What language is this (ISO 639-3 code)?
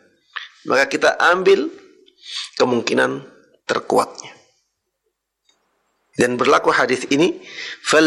ind